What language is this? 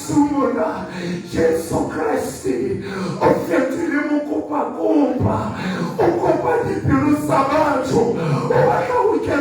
Southern Sotho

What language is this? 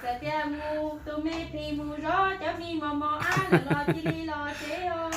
Hmong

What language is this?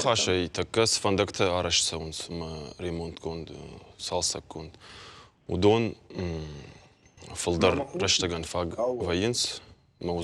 Ossetic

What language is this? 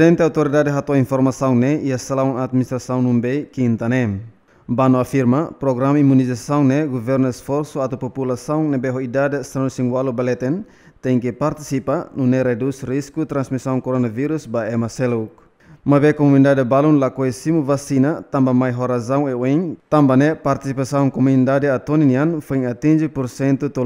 Tetum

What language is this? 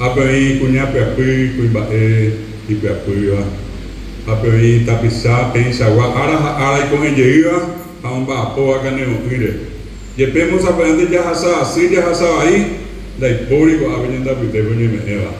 Guarani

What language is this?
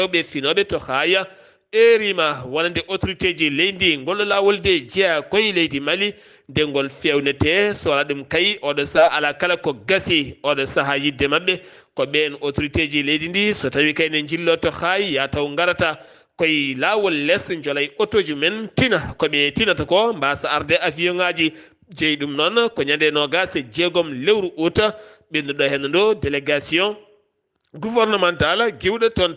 Fula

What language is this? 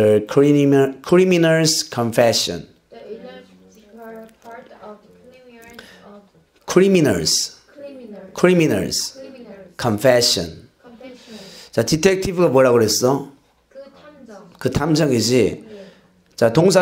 Korean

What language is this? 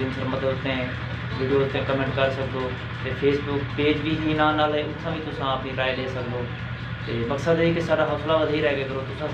Saraiki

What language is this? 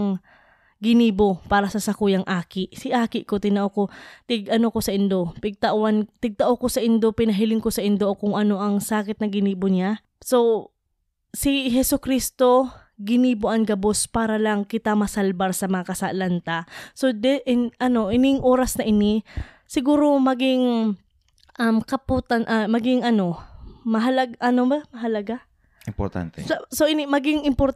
Bikol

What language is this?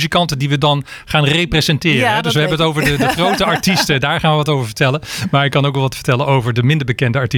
Dutch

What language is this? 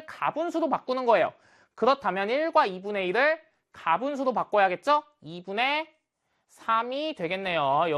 Korean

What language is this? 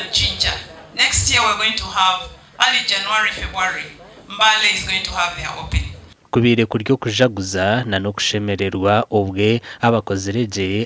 Nyankole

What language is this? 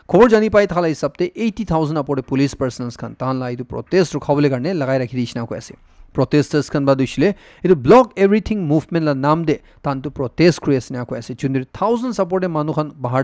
Naga Pidgin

